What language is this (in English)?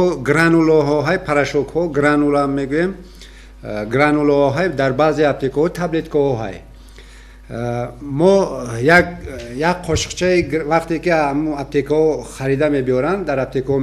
Tajik